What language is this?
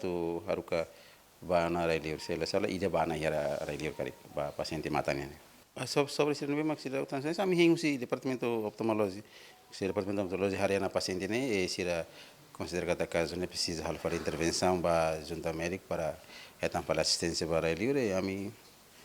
Tetum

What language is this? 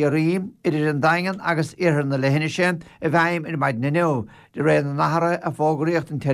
Irish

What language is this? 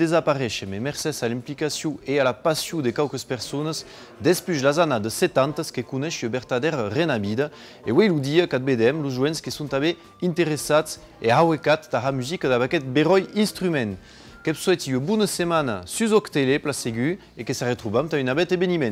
Occitan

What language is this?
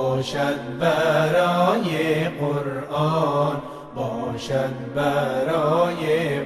Persian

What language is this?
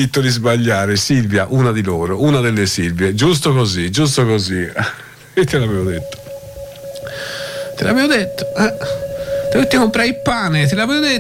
Italian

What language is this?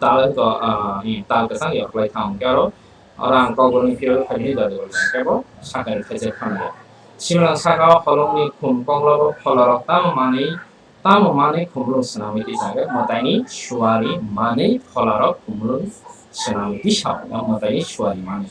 Kok Borok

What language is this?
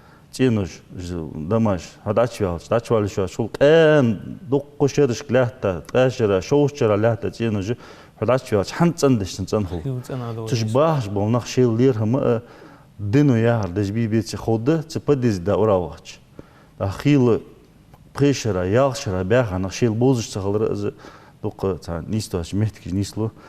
Ingush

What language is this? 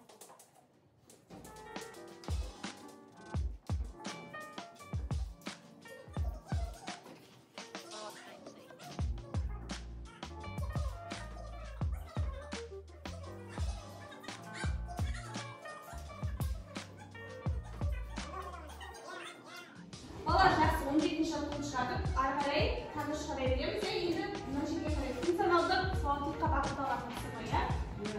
Kazakh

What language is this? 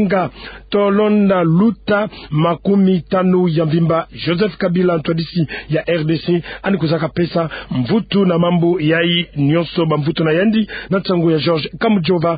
Kituba (Democratic Republic of Congo)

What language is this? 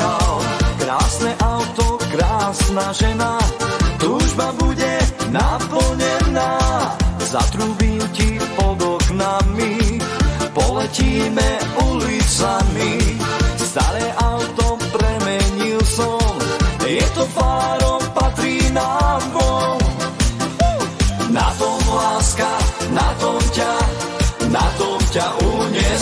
Slovak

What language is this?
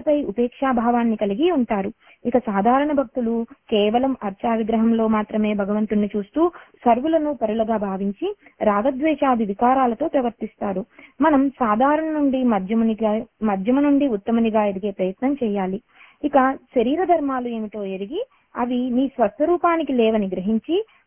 Telugu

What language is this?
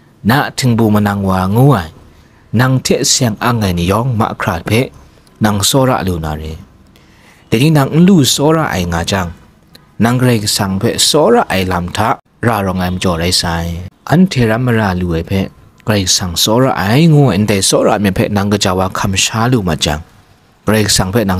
Kachin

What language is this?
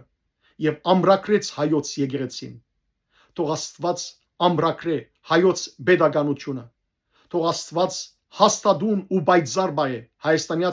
Western Armenian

